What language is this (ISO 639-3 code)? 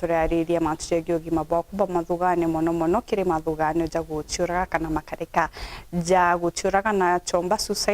mer